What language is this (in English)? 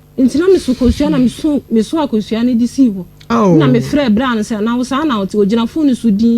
Akan